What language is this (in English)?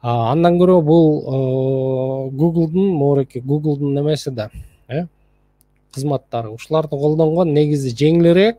Kyrgyz